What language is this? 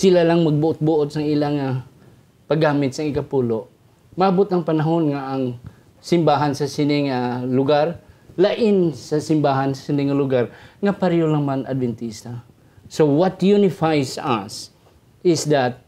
Hiligaynon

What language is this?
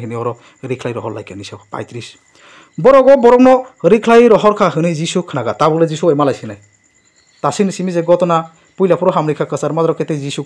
Kok Borok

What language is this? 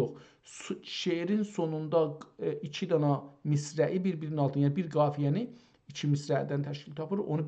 South Azerbaijani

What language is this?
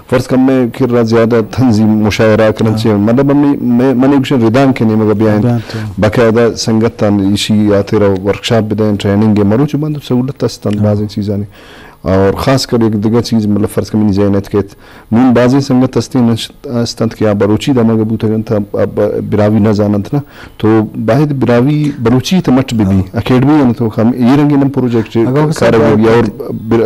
Eastern Balochi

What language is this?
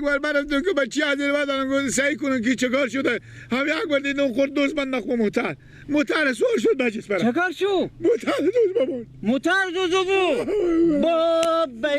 Persian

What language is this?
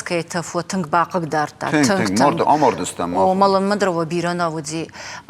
Ossetic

